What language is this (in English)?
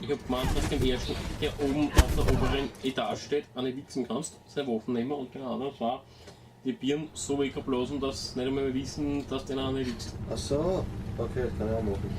Bavarian